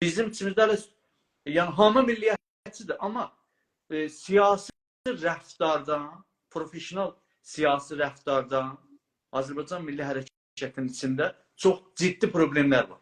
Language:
South Azerbaijani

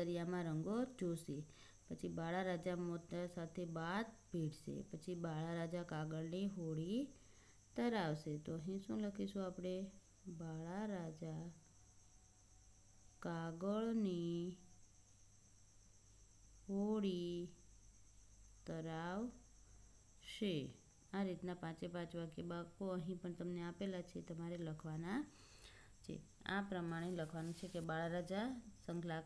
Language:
Gujarati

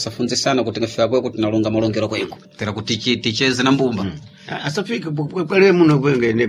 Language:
Sena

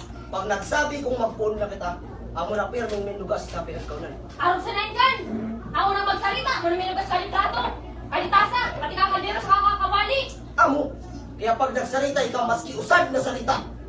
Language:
Bikol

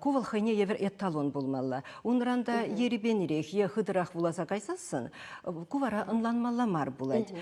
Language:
Chuvash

